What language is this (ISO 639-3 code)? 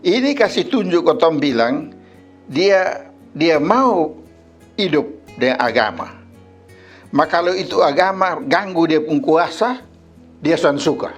mkn